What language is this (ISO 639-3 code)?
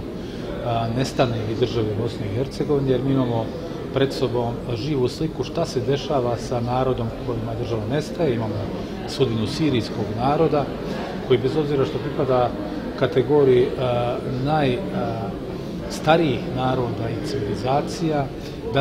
bos